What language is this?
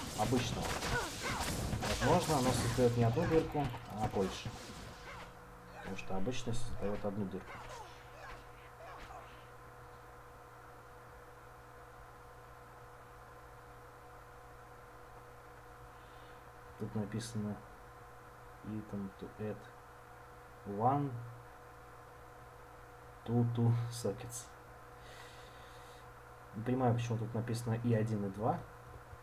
Russian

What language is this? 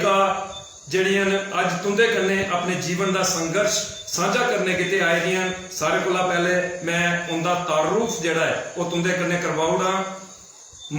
Dogri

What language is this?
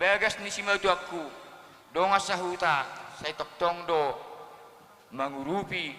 Batak Toba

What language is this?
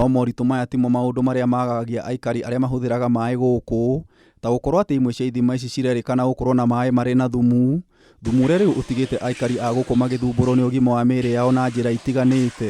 Kikuyu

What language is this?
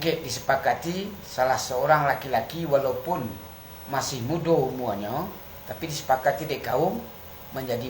Minangkabau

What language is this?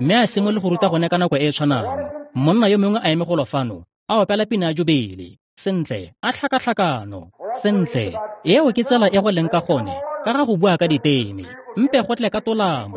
Tswana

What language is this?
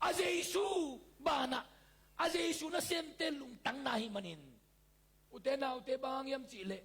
Tedim Chin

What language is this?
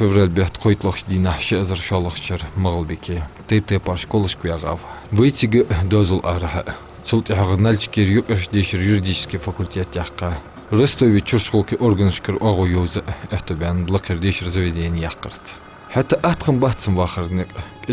Ingush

